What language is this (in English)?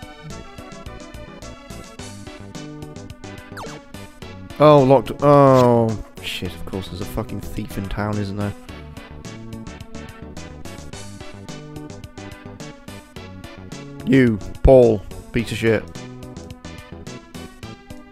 English